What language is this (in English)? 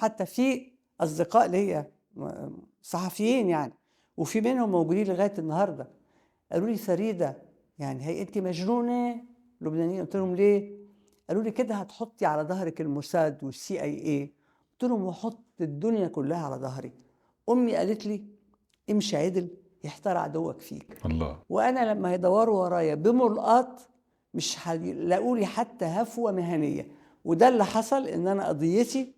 Egyptian Arabic